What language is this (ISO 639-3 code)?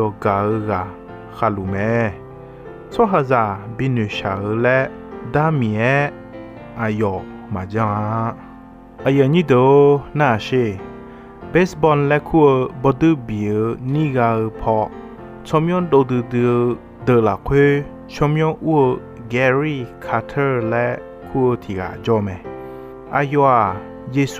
ahk